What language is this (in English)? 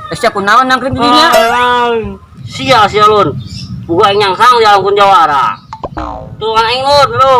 Sundanese